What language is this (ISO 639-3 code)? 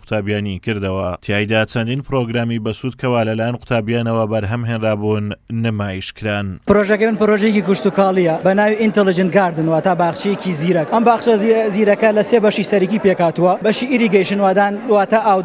ckb